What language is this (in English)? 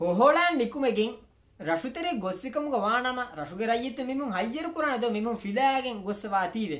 Divehi